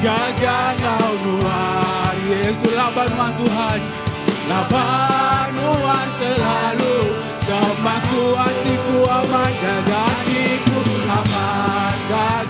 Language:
Iban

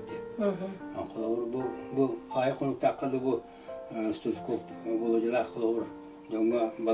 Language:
Yakut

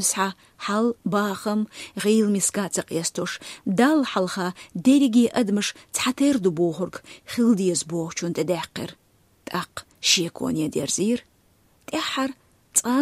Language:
Chechen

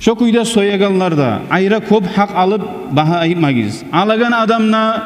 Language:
Kumyk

